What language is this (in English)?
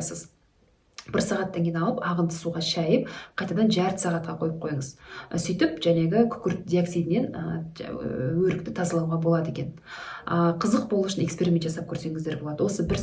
Kazakh